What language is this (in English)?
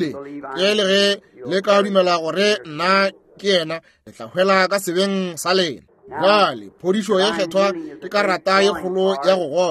Northern Sotho